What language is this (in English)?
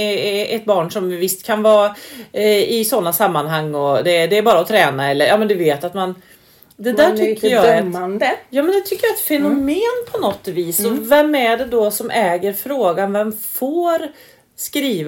Swedish